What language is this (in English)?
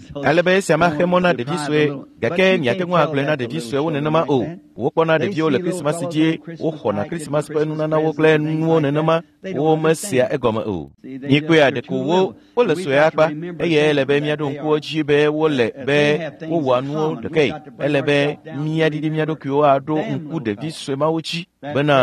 Ewe